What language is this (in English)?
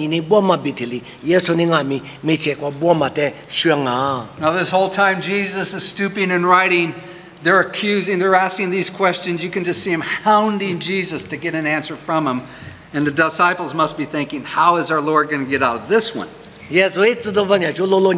Lisu